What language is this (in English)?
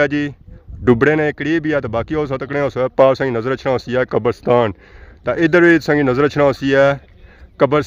Pahari-Potwari